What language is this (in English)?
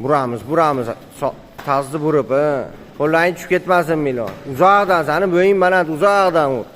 Uzbek